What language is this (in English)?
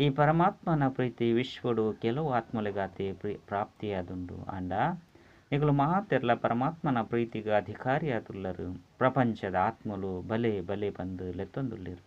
Tulu